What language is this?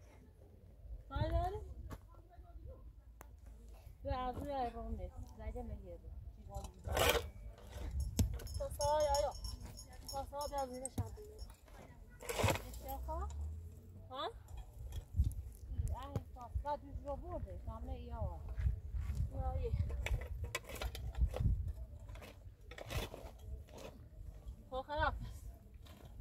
Persian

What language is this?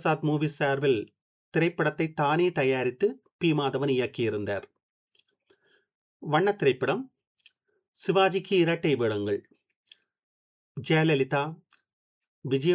Tamil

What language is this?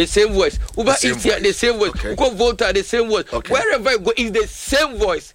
Akan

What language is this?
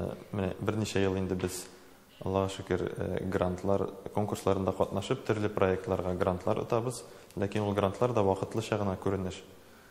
Tatar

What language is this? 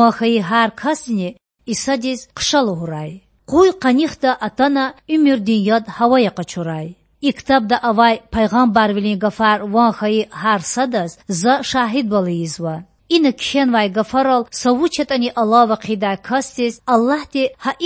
Lezghian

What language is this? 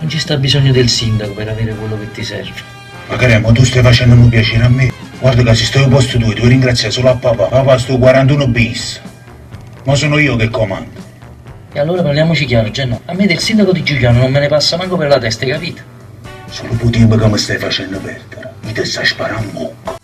Neapolitan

